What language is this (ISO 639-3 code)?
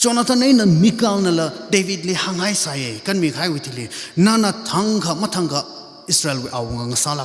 nmf